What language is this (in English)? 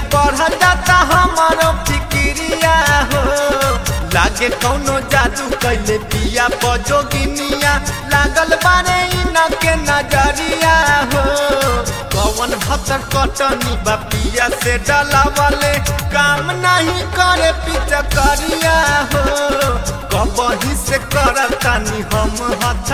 Bhojpuri